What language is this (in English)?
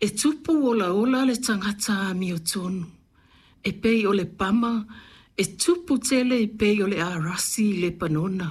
Samoan